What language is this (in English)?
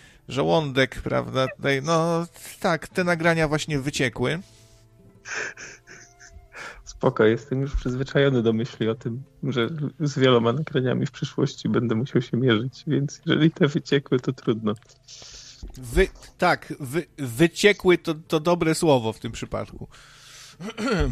Polish